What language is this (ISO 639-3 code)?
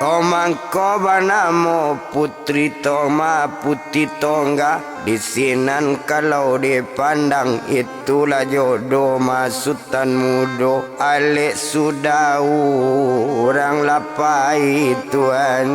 min